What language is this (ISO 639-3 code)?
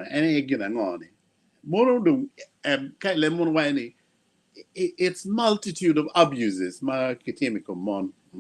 ach